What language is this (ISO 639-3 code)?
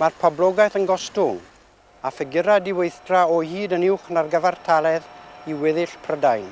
cym